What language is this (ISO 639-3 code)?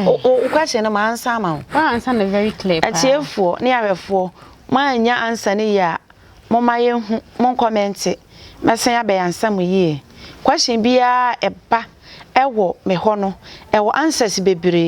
aka